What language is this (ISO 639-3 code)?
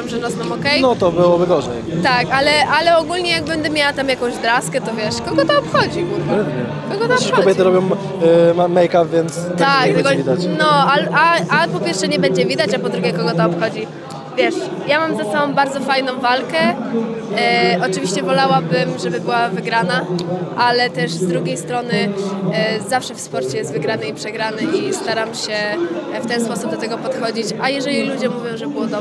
pol